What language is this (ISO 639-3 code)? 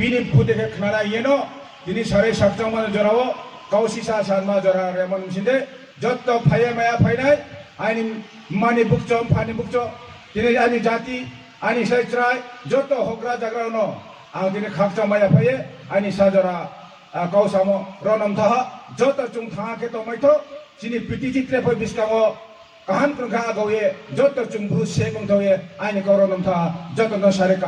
ria